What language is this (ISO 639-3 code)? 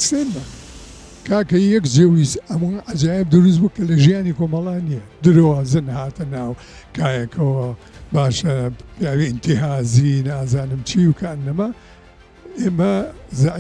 ckb